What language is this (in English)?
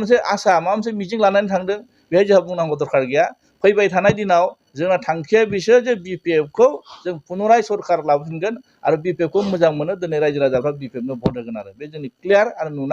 Bodo